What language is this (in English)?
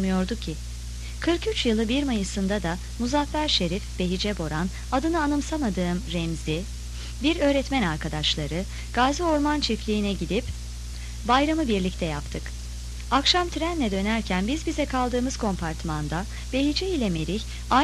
Turkish